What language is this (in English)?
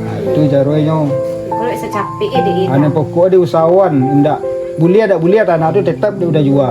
Minangkabau